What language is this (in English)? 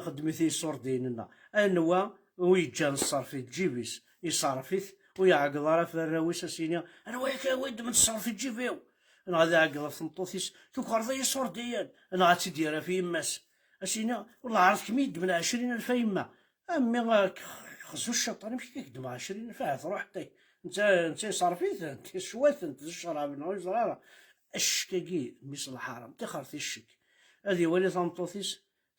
Kabyle